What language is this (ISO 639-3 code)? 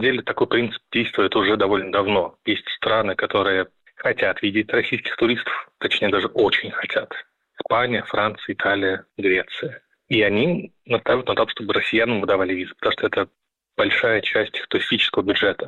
rus